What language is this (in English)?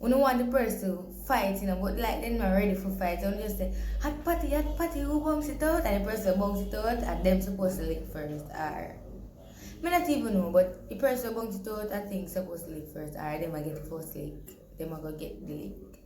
Jamaican Creole English